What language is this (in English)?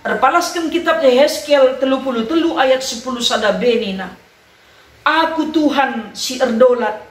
Batak Karo